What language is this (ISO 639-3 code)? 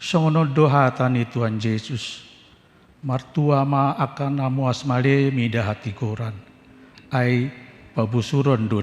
bbc